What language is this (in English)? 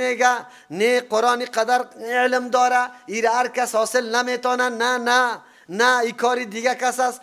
Persian